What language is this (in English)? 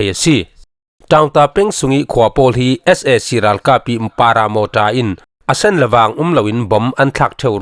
Falam Chin